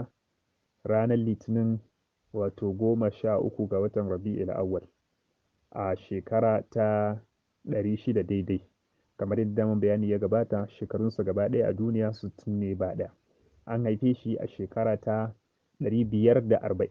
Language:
Hausa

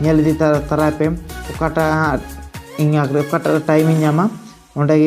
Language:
Santali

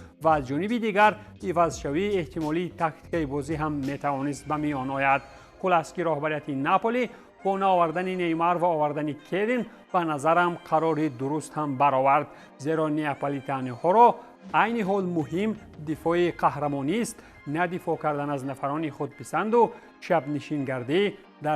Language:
Tajik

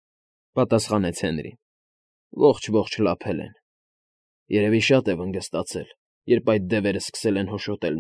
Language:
Armenian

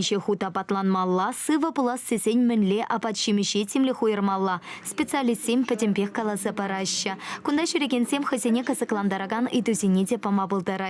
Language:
Chuvash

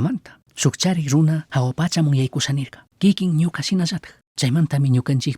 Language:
Chimborazo Highland Quichua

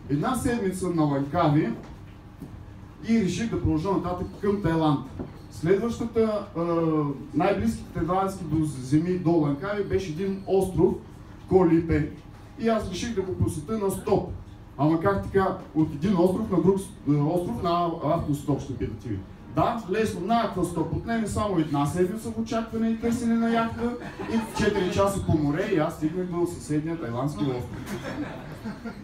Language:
Bulgarian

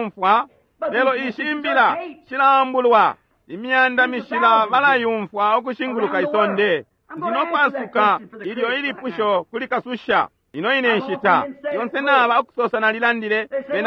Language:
Bemba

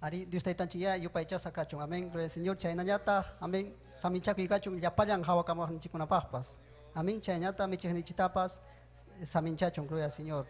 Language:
Ayacucho Quechua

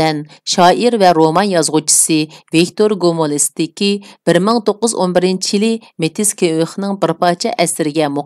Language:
Uyghur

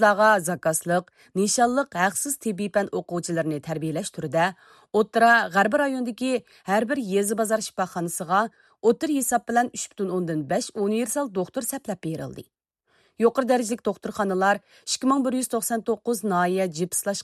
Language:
Uyghur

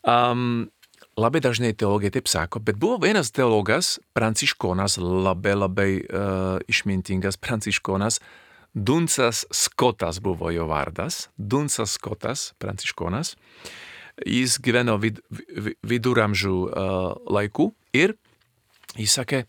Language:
Lithuanian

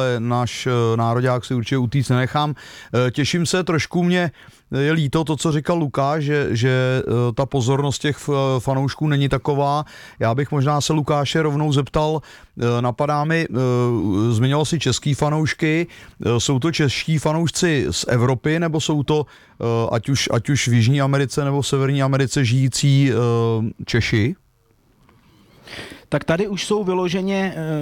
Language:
Czech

